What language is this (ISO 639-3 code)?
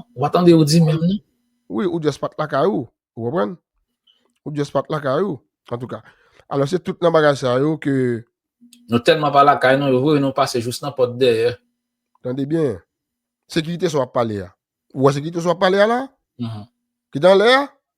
hat